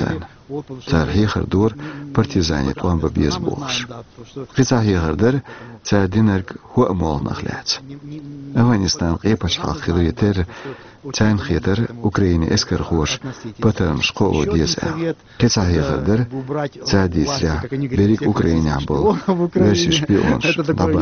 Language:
Chechen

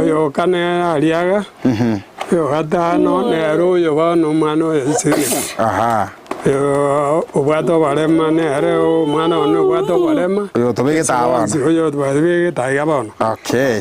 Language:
Gusii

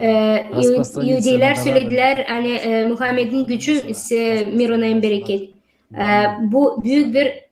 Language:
Gagauz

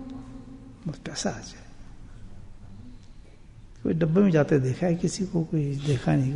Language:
Urdu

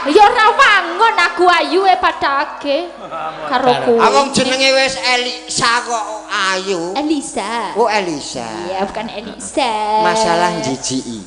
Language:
Javanese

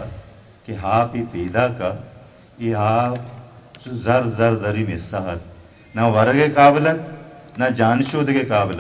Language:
Eastern Balochi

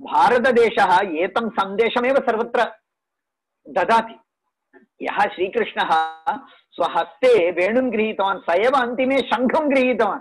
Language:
Sanskrit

